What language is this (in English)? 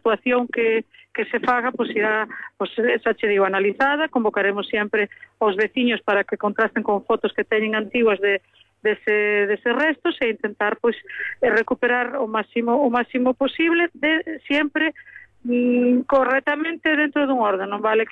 Galician